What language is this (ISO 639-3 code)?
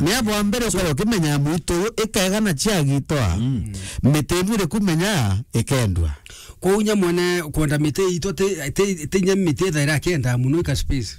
mer